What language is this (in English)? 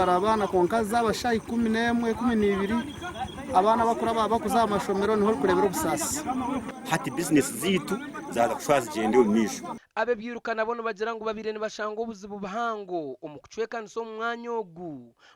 Nyankole